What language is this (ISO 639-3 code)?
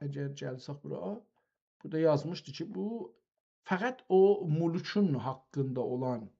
azb